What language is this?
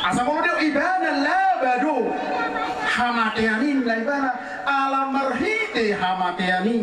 Batak Toba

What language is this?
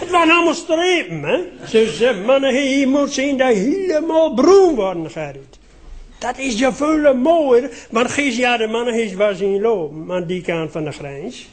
Limburgish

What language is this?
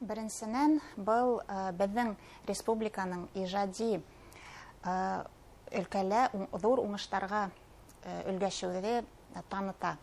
Bashkir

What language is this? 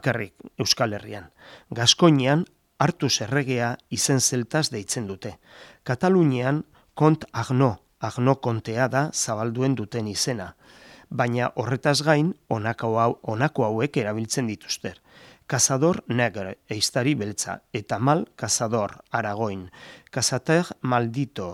Basque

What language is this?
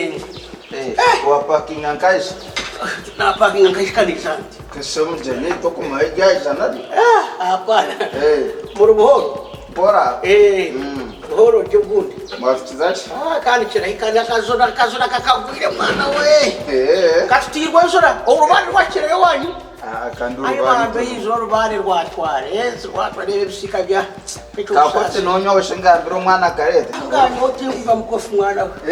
Nyankole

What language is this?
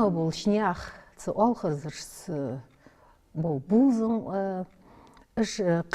Ingush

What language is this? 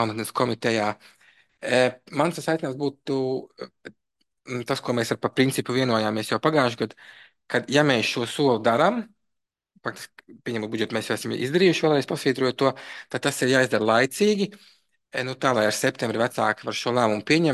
Latvian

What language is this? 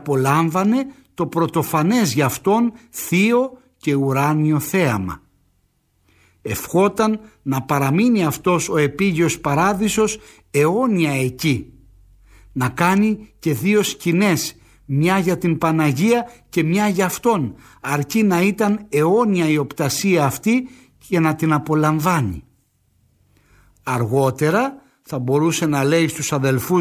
Greek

